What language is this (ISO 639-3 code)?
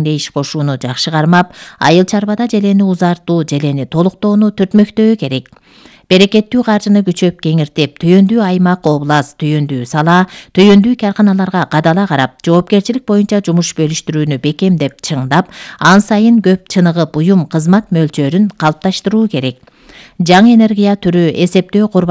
kir